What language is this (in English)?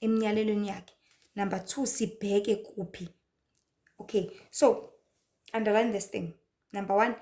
Zulu